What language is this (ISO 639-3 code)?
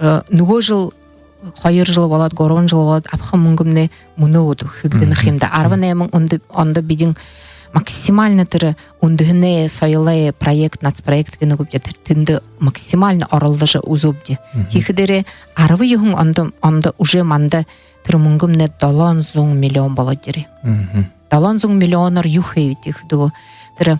bua